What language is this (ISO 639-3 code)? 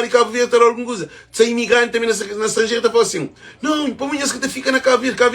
kea